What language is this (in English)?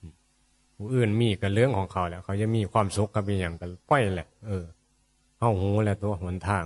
Northeastern Thai